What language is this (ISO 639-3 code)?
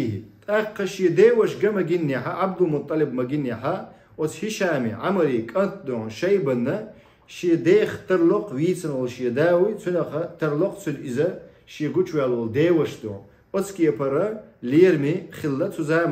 che